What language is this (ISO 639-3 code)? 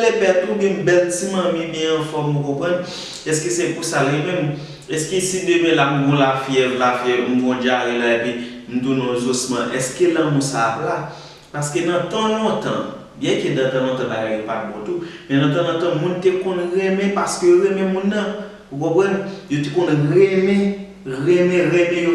hat